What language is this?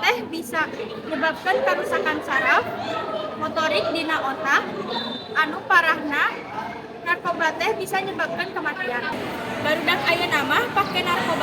Sundanese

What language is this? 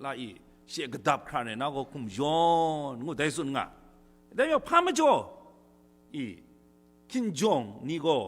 Kachin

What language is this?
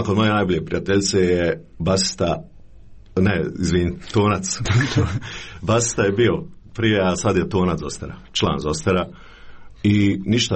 Croatian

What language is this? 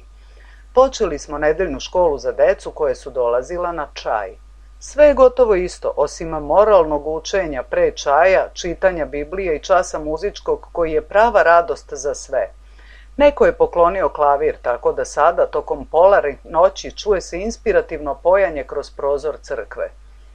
Serbian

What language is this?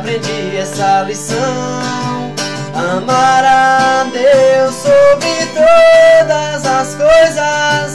Portuguese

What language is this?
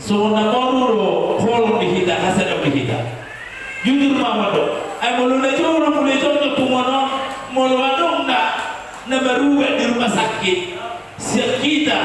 Batak Toba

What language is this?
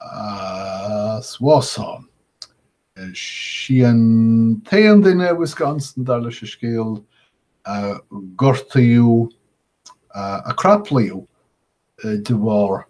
Irish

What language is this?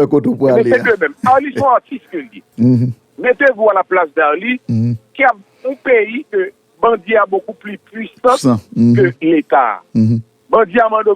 Haitian Creole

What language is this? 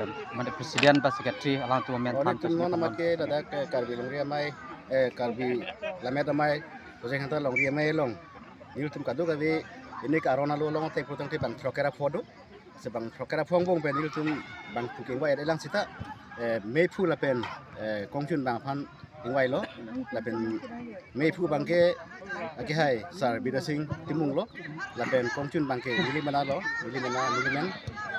Karbi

